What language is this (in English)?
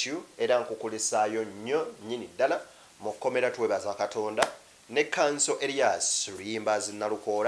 Ganda